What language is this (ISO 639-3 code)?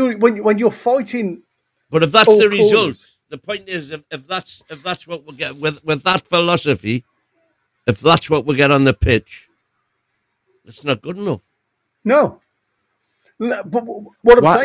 eng